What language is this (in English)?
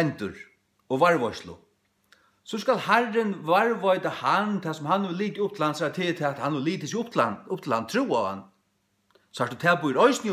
Faroese